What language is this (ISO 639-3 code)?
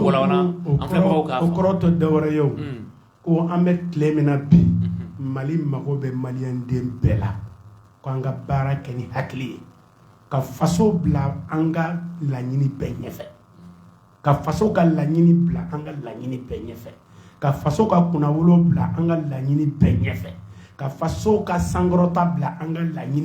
bam